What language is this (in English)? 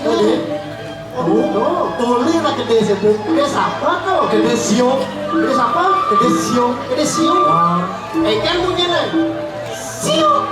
Balinese